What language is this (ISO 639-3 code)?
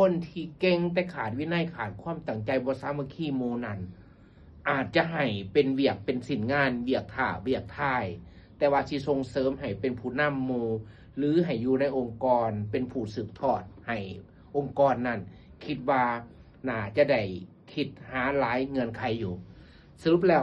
lao